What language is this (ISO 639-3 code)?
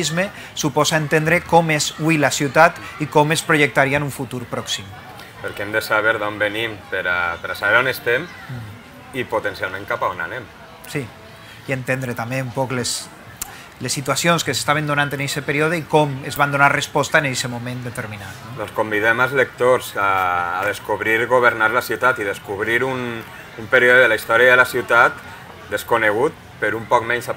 cat